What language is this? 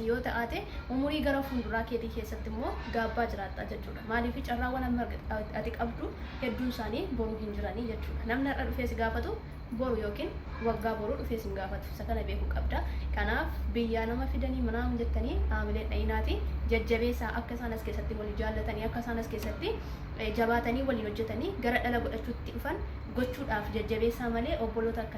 Oromo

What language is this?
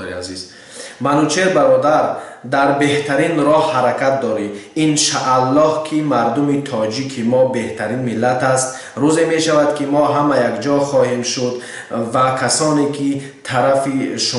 Tajik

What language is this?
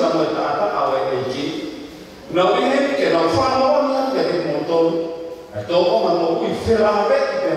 Tongan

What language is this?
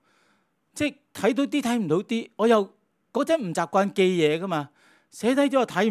Cantonese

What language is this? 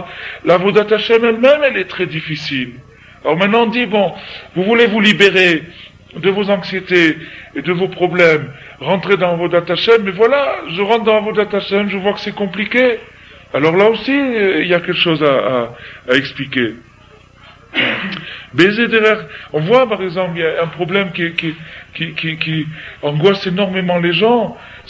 French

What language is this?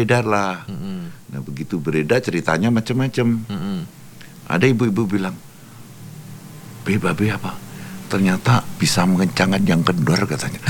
Indonesian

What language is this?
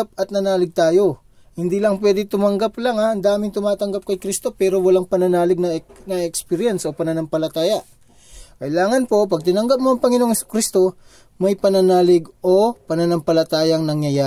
Filipino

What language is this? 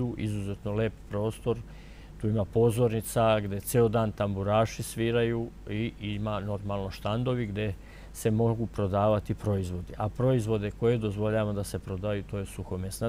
Serbian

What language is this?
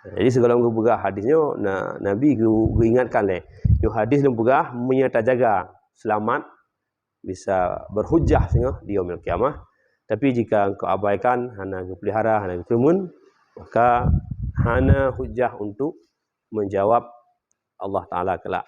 Achinese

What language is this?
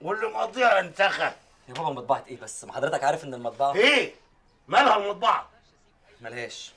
Egyptian Arabic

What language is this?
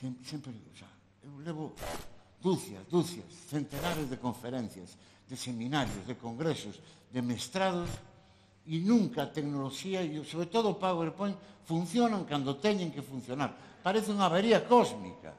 Galician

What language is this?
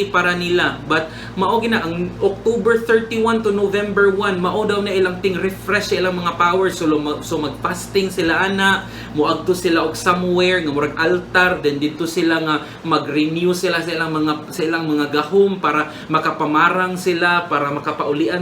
Cebuano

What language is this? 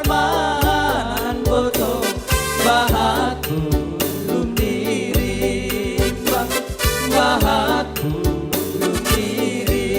Batak Simalungun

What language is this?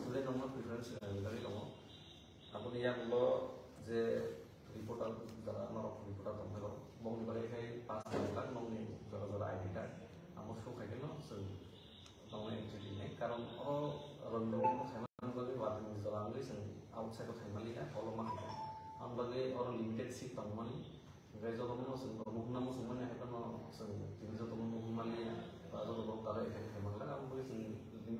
Kok Borok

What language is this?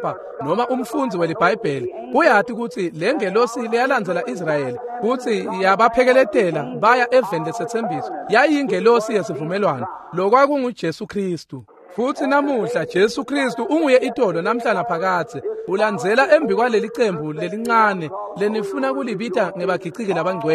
Swati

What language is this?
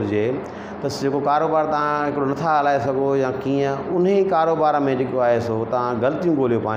Sindhi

